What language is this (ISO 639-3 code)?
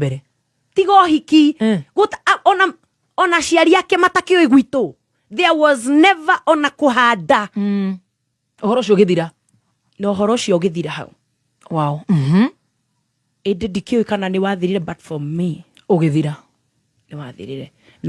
kik